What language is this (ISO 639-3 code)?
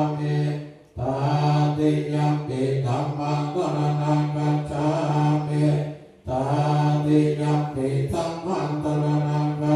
pli